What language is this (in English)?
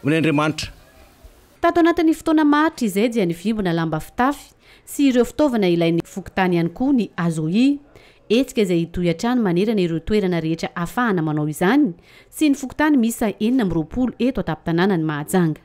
Malagasy